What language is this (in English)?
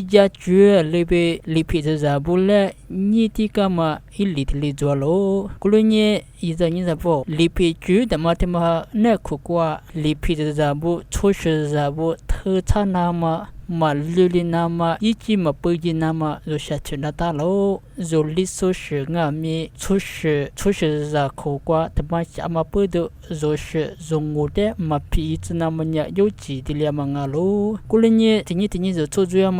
Lisu